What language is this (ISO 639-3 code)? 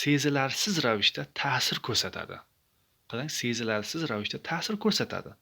uzb